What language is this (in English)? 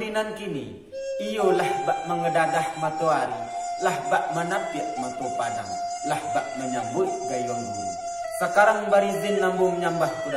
Minangkabau